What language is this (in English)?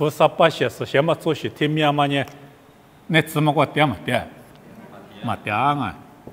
Lisu